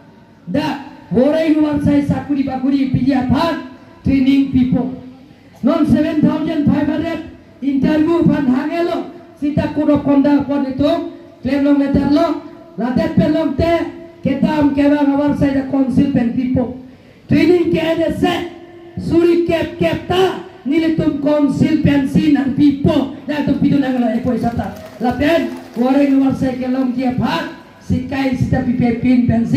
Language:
Karbi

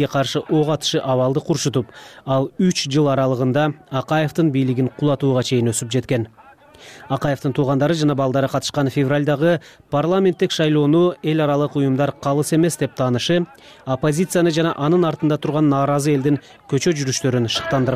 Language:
Kyrgyz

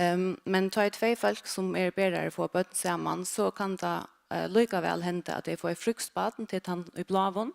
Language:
Faroese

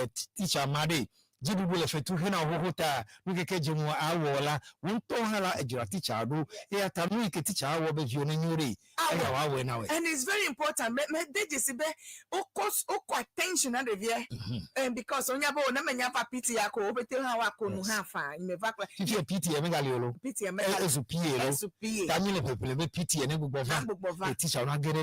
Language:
Ewe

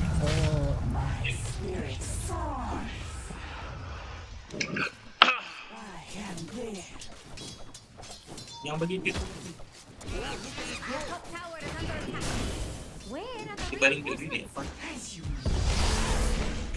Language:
Malay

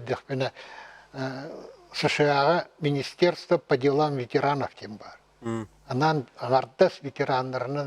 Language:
Yakut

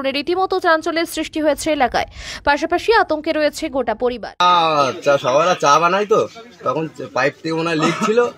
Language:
Bangla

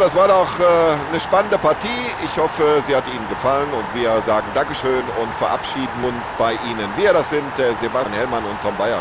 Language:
Bavarian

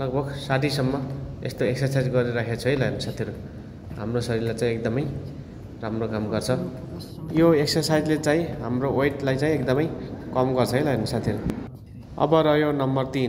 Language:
Nepali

